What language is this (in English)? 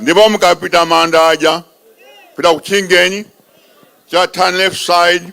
Nyanja